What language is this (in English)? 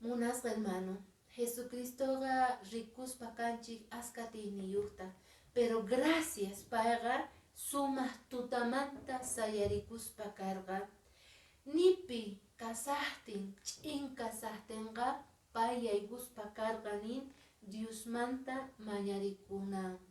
Quechua